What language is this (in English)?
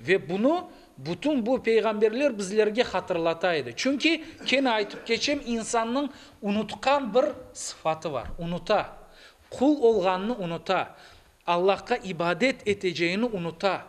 Crimean Tatar